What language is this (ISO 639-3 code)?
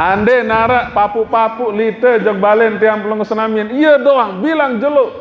sas